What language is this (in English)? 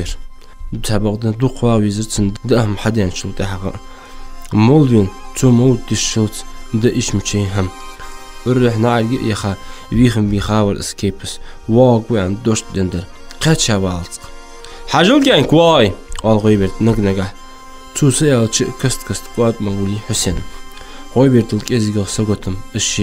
Ingush